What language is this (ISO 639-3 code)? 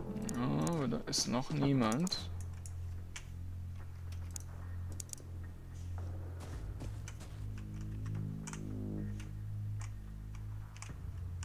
deu